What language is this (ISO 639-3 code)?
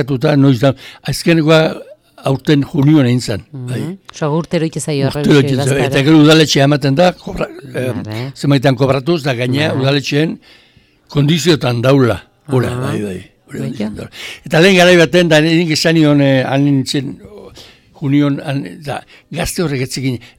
eus